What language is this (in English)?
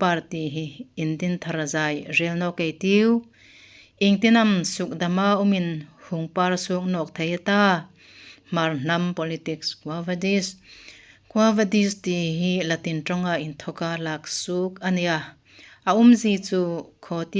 Hmar